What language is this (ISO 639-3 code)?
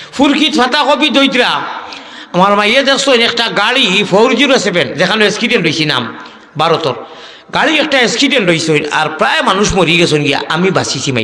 syl